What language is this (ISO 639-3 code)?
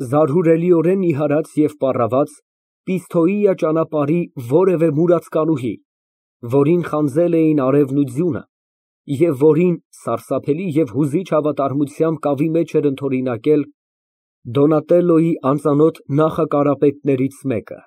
hye